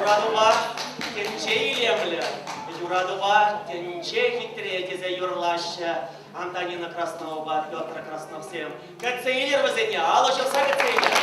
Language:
Chuvash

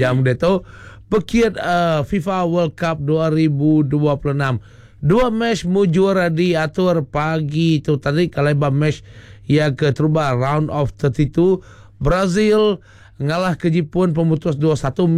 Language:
Iban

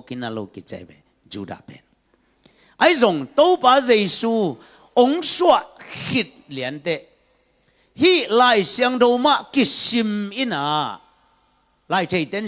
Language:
Tedim Chin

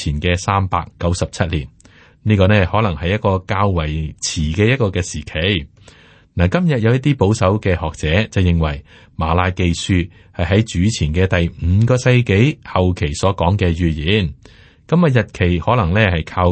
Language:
Cantonese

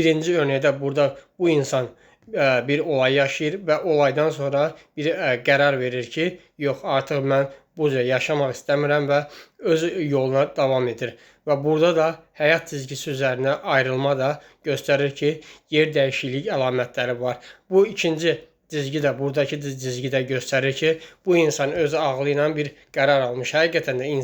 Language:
Azerbaijani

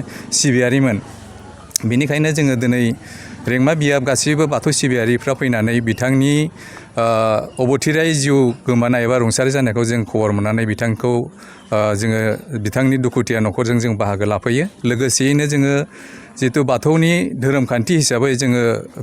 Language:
Bodo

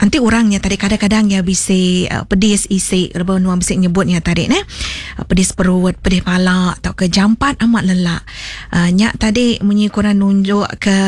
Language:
Iban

